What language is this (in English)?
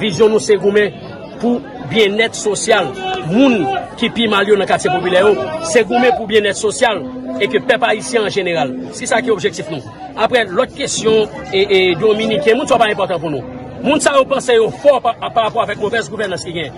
Haitian Creole